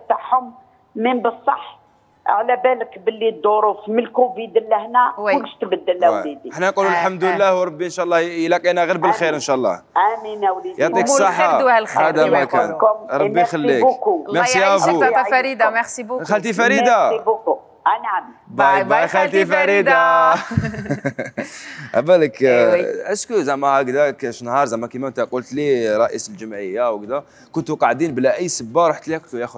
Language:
Algerian Arabic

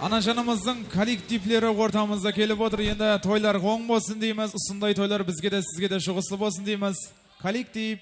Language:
Kara-Kalpak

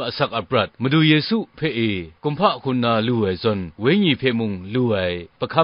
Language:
Kachin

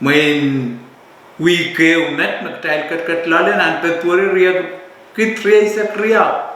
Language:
Pohnpeian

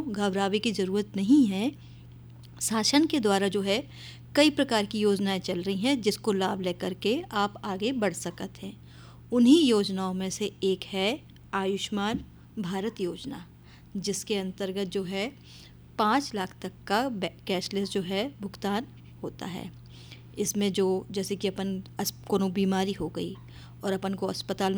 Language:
Hindi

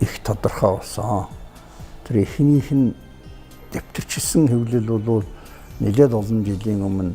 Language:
Mongolian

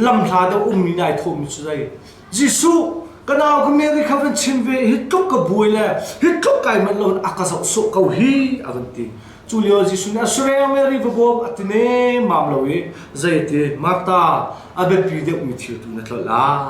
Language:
Hakha Chin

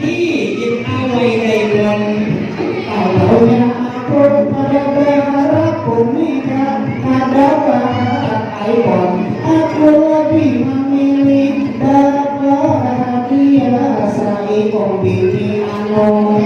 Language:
Banjar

